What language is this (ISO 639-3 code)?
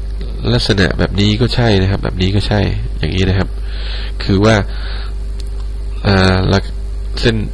tha